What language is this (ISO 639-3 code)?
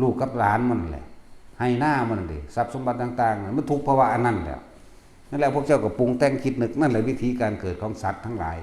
tts